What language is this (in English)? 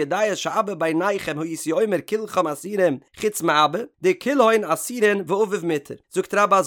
Yiddish